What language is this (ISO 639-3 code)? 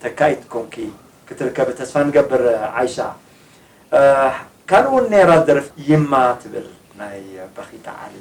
tir